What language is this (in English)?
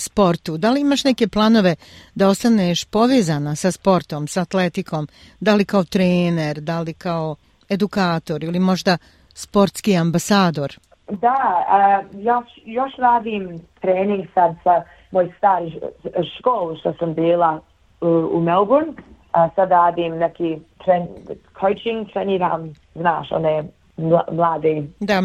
Bosnian